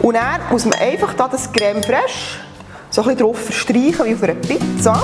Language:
Swiss German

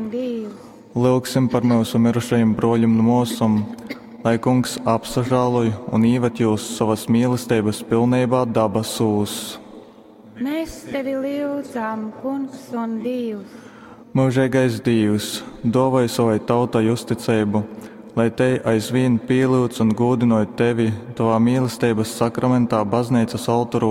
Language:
Latgalian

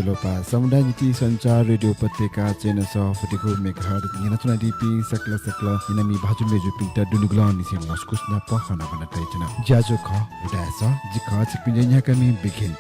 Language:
Newari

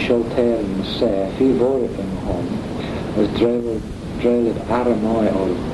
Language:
Manx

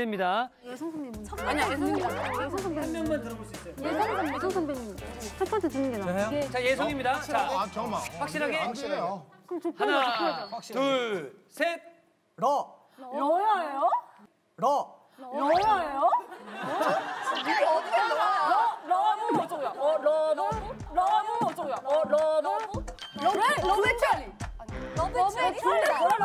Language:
Korean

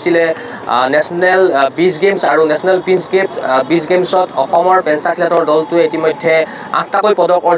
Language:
Assamese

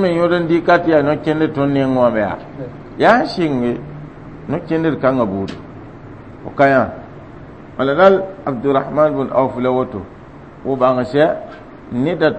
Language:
Mossi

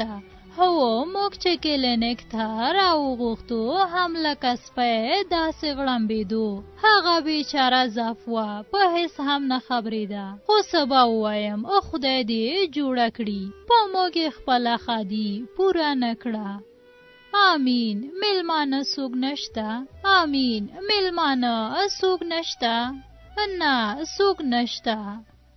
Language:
Pashto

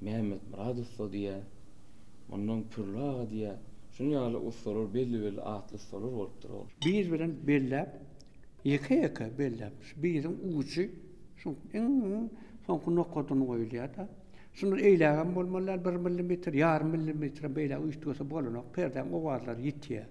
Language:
Turkmen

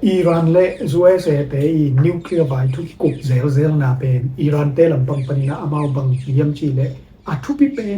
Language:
Tedim Chin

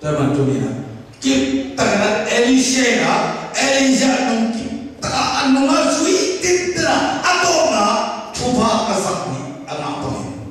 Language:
Tedim Chin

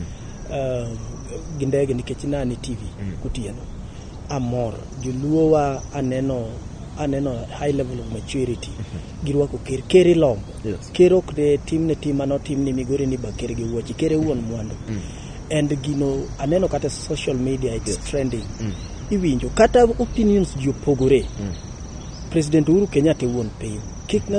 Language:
Luo (Kenya and Tanzania)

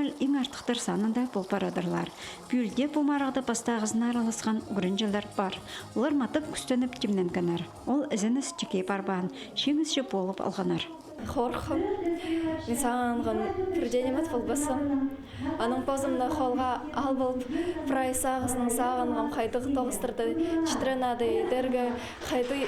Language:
Khakas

